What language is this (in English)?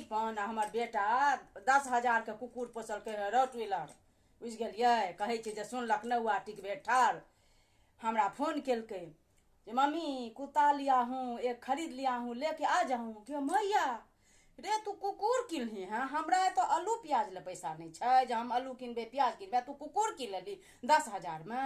Maithili